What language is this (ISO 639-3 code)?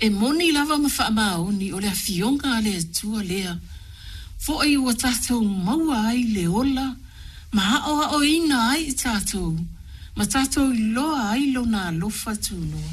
smo